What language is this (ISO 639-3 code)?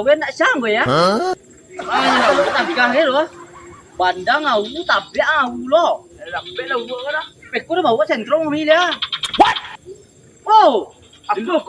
min